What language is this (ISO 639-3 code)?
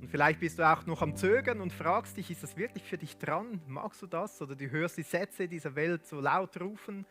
gsw